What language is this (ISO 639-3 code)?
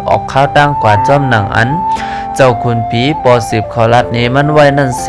shn